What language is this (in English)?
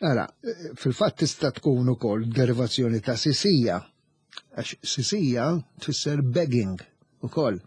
Maltese